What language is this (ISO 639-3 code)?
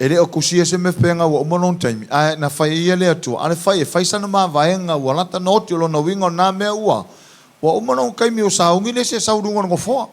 smo